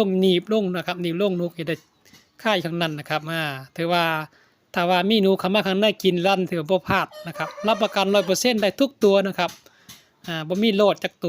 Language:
Northeastern Thai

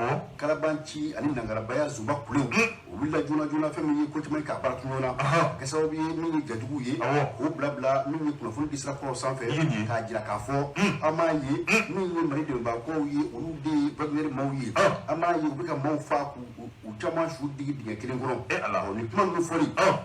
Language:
Bambara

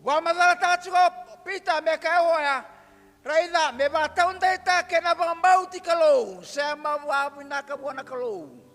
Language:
Fijian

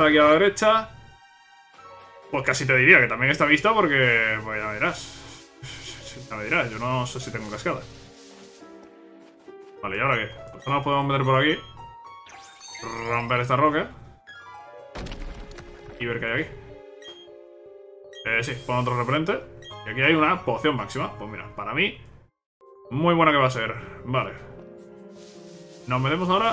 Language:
Spanish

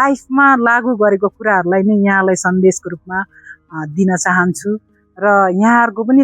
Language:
Nepali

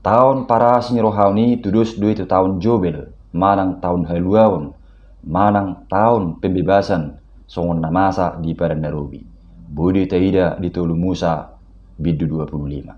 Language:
Batak Toba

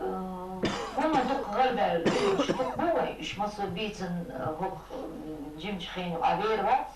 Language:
Chechen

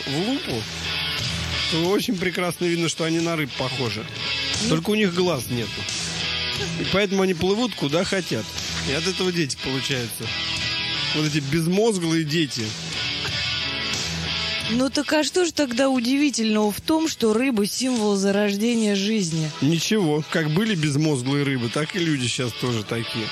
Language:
Russian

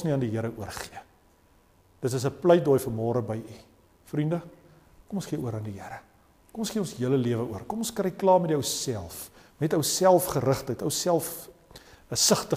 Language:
Afrikaans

